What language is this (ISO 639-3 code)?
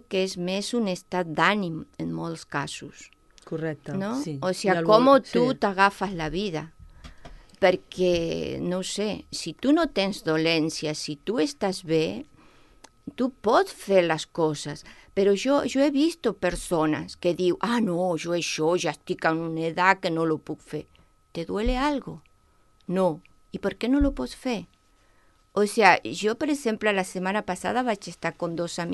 cat